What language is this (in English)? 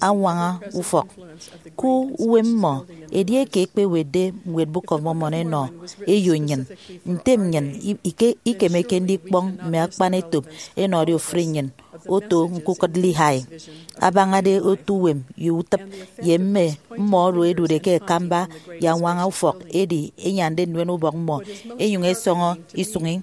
Efik